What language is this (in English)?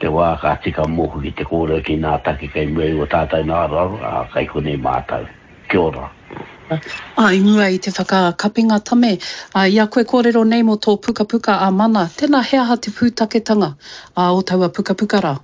Māori